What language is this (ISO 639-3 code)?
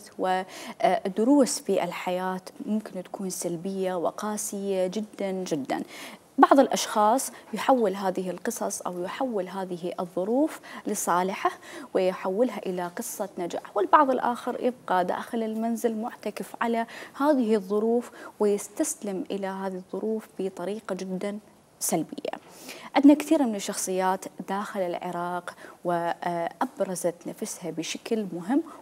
acm